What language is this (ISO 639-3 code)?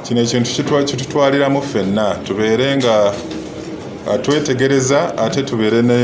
lug